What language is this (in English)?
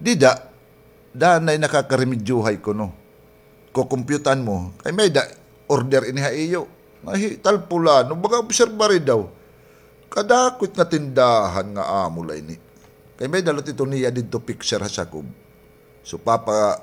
Waray